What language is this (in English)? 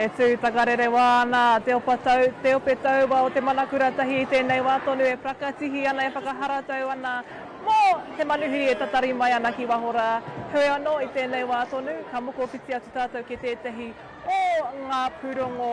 Māori